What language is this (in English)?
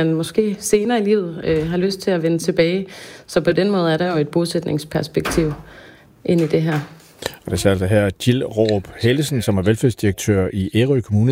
Danish